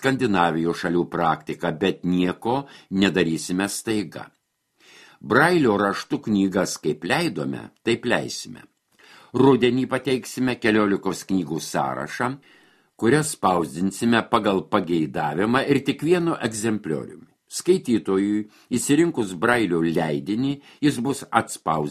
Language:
Lithuanian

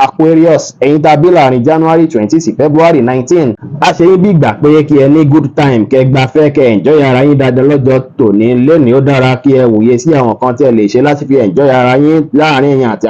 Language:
Yoruba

